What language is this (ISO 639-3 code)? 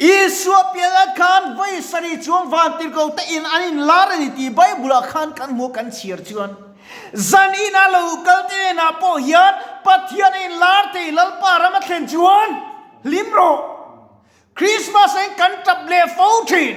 lus